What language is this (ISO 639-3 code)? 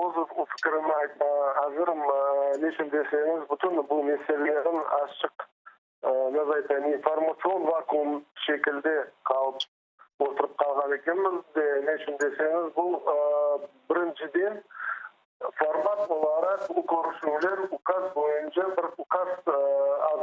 crh